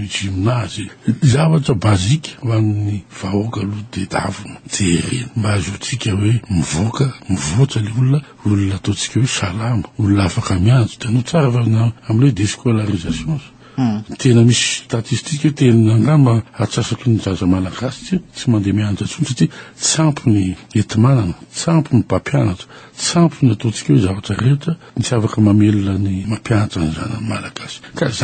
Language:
Malagasy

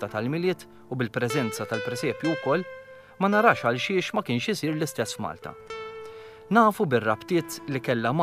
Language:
Maltese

